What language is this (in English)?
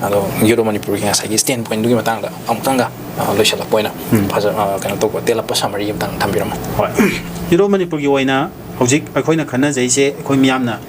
Manipuri